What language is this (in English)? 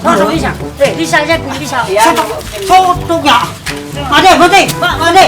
Madurese